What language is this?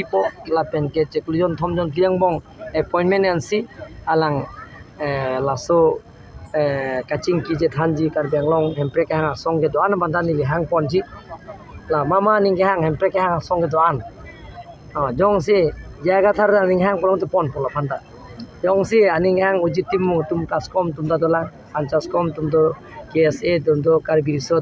Karbi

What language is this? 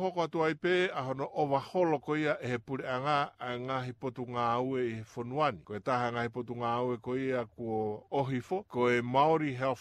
Tongan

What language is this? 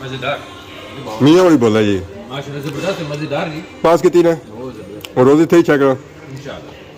Pahari-Potwari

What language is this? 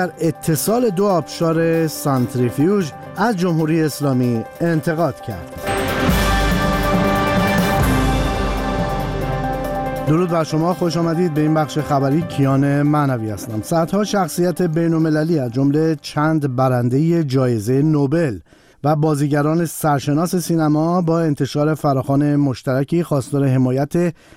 Persian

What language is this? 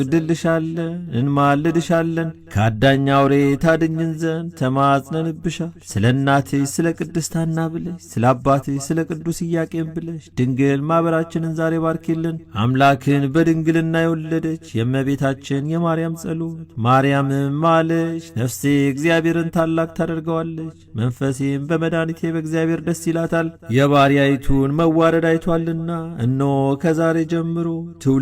Amharic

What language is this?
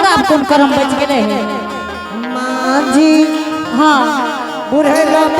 Angika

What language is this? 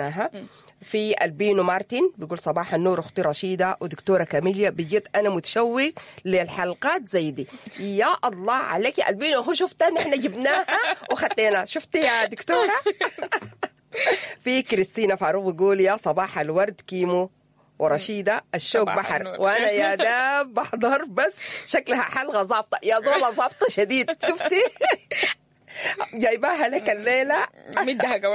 Sudanese Arabic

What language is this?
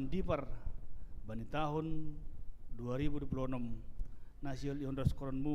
Batak Simalungun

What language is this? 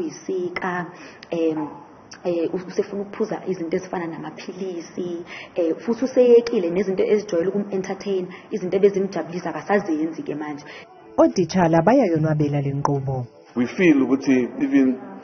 Zulu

